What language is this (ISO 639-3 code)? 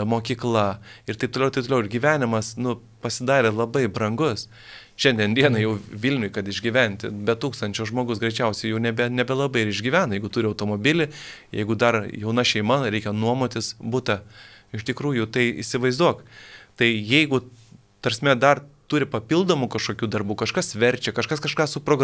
lit